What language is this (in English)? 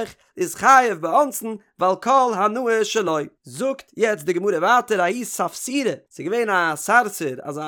Yiddish